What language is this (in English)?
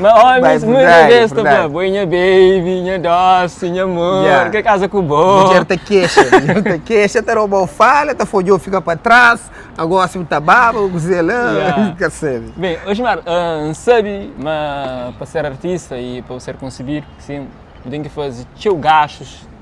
Kabuverdianu